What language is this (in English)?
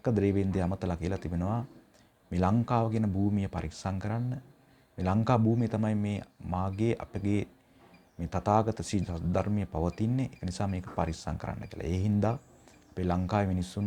Sinhala